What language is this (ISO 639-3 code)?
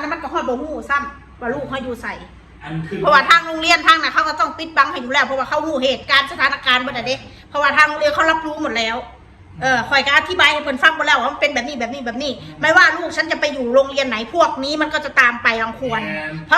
tts